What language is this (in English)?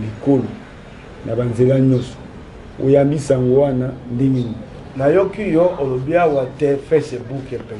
Lingala